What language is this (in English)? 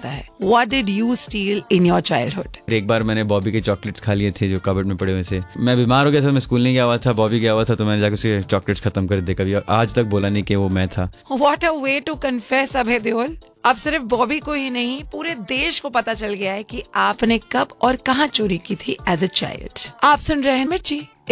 Hindi